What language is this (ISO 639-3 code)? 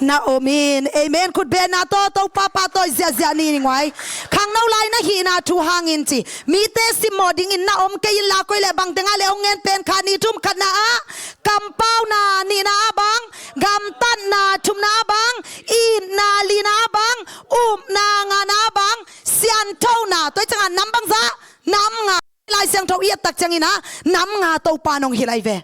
ctd